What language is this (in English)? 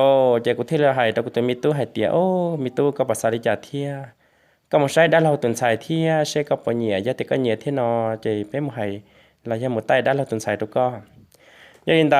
Hmong